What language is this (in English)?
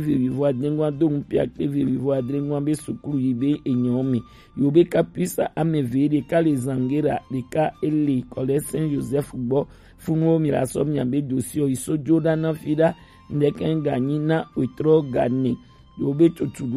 Gen